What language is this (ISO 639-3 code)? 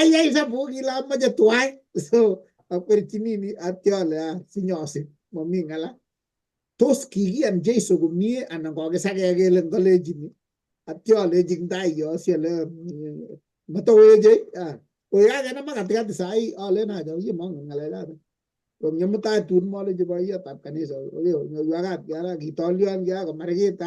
kln